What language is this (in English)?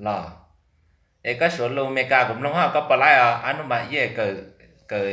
Hmong